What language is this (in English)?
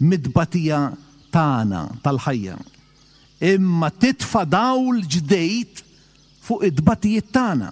Maltese